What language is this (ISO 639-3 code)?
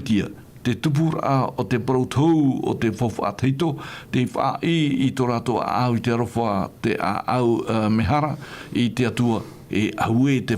tah